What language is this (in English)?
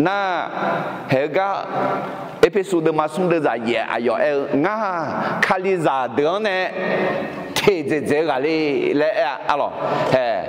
Akha